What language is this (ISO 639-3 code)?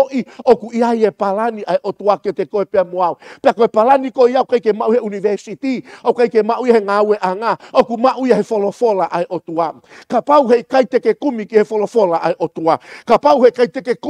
ton